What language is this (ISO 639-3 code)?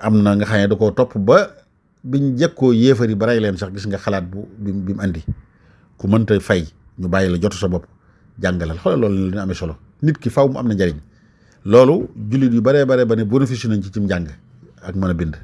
wol